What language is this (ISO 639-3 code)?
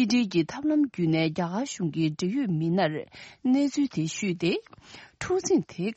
bod